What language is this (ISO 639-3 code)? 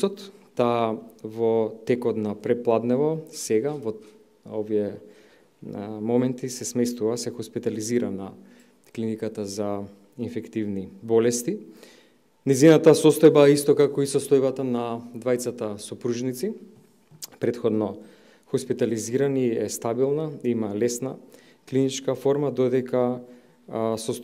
mkd